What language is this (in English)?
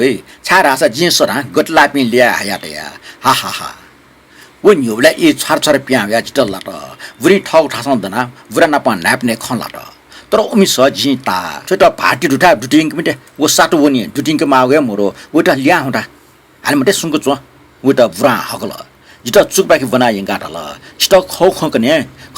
Newari